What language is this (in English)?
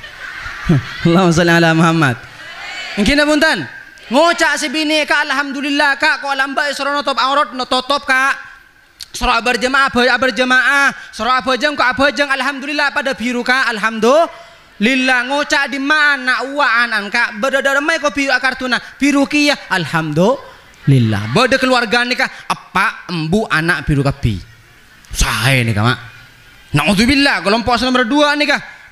Madurese